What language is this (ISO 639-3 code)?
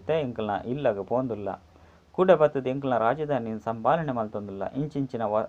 tcy